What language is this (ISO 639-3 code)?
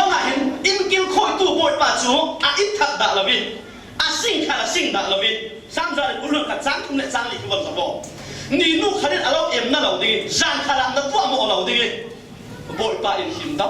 cfm